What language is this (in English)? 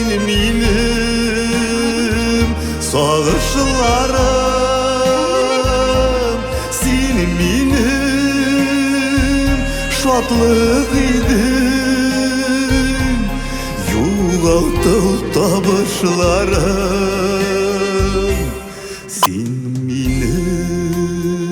Bashkir